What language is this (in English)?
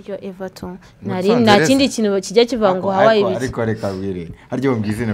Kinyarwanda